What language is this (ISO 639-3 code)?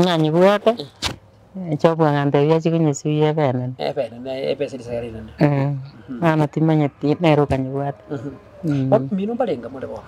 guz